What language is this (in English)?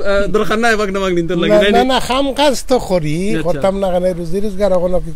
Sylheti